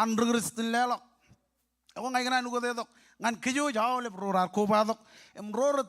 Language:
Marshallese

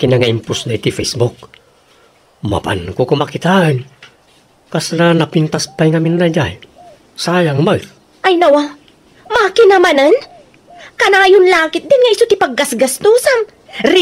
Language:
Iloko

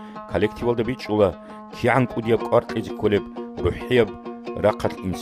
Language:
Avaric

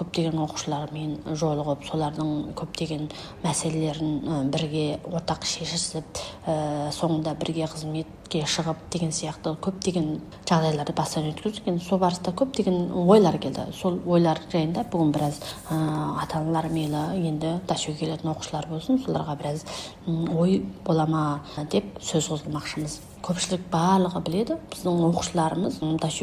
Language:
Kazakh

